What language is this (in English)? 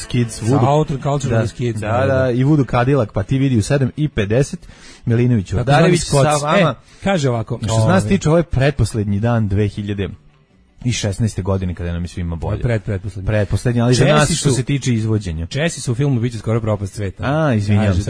Serbian